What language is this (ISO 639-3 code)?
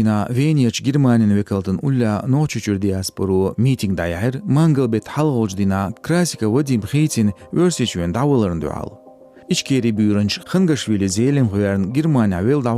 che